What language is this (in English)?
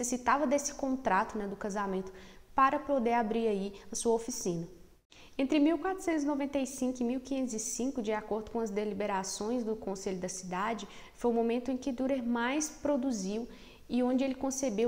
Portuguese